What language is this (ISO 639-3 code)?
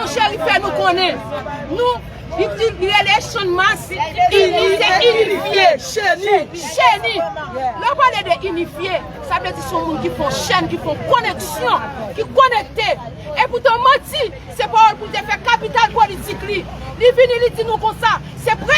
hat